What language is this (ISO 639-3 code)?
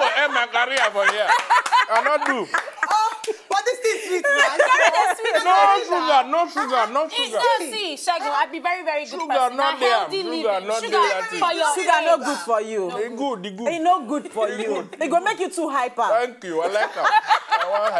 pcm